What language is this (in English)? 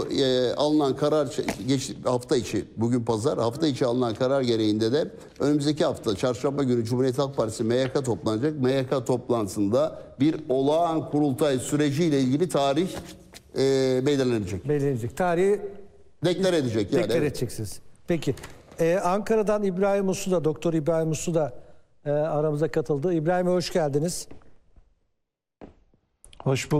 Turkish